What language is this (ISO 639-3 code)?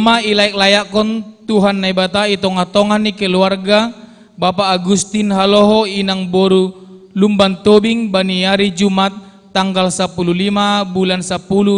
bts